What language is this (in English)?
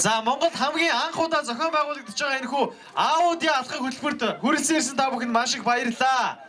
Mongolian